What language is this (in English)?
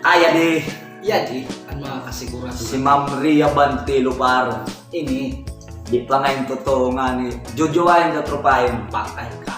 Waray